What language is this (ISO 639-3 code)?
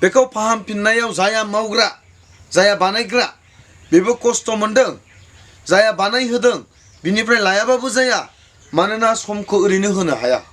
brx